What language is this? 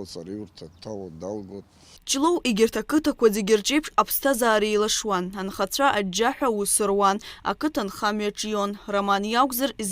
Abkhazian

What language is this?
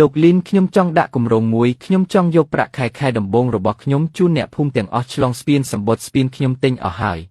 Khmer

